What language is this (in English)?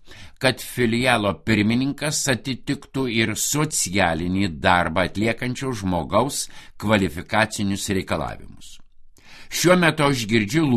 Lithuanian